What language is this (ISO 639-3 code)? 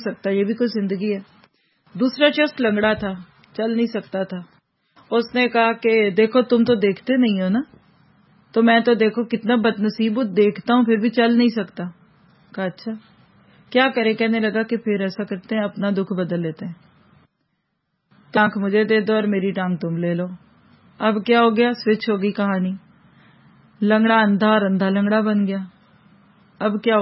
urd